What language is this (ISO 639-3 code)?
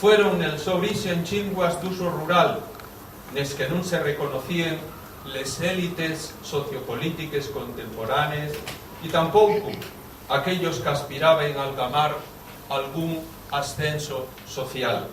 ast